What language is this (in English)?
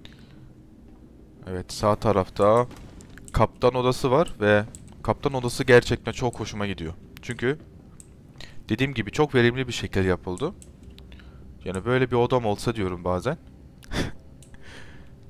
Turkish